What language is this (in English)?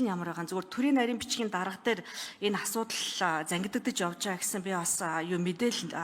Mongolian